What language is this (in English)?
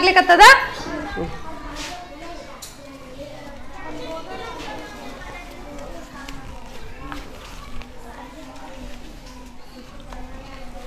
Kannada